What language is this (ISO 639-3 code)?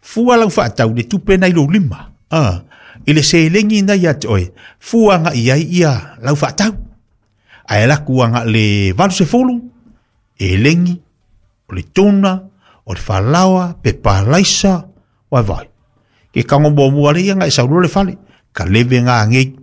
smo